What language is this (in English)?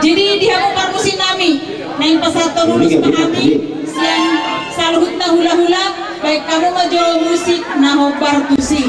Batak Toba